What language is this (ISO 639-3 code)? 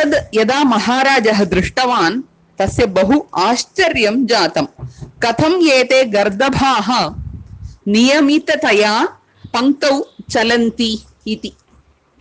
san